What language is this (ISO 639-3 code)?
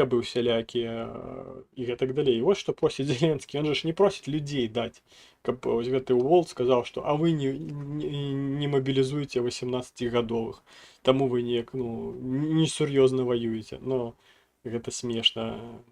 bel